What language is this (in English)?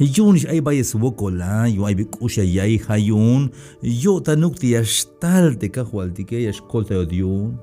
Tzeltal